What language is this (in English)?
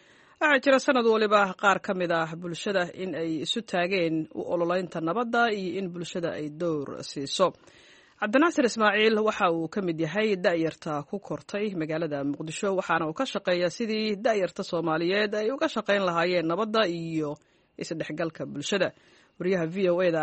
Somali